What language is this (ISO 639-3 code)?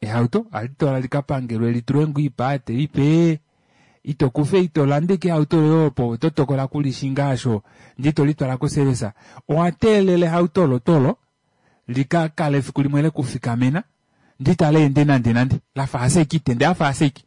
kua